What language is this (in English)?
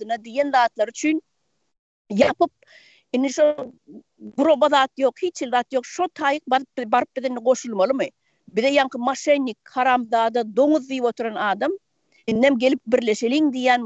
Turkmen